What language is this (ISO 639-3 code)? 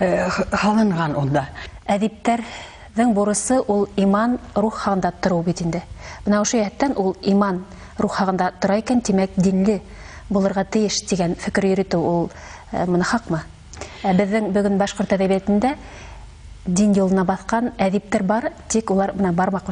bak